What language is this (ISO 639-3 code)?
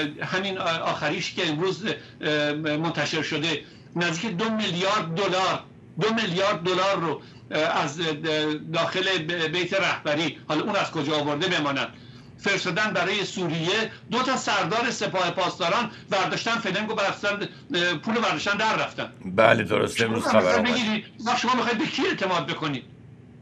fas